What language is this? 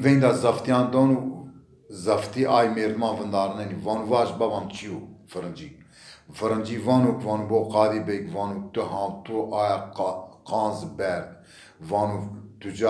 Zaza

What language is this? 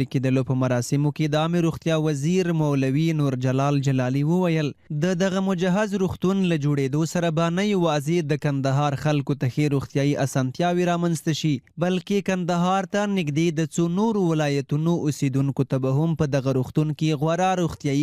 Pashto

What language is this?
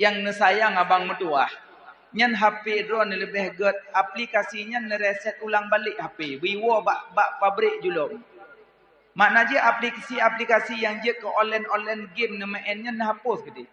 Achinese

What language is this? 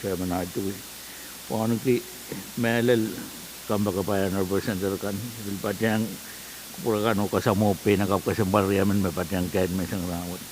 Pohnpeian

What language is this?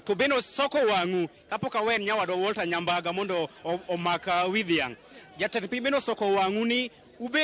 Luo (Kenya and Tanzania)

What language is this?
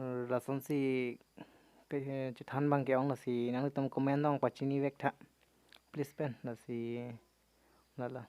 Karbi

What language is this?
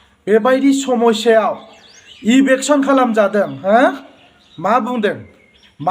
Bodo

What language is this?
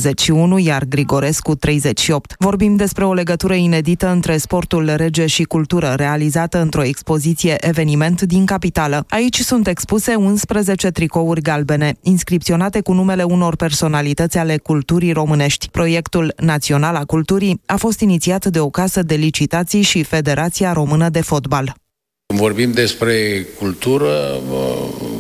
Romanian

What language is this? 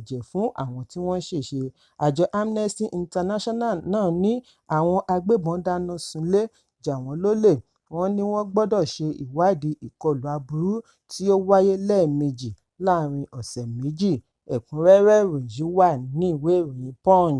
Yoruba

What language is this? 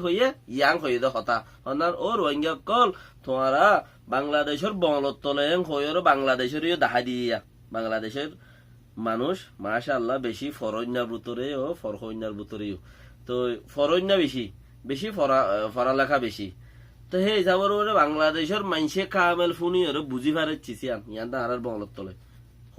Rohingya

